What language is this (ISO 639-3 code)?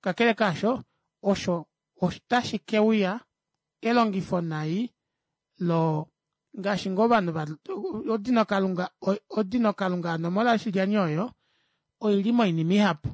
kua